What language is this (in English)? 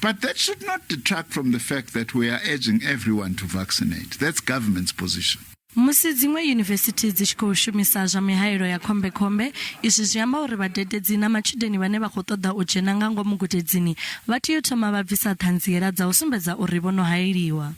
Venda